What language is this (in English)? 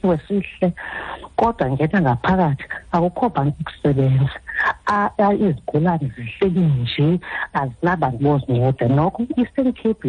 Xhosa